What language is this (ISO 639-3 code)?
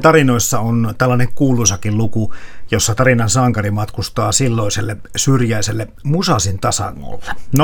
fin